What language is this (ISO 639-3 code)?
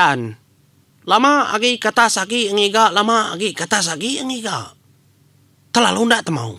iba